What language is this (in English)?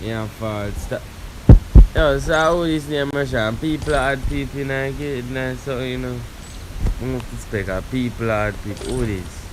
Jamaican Creole English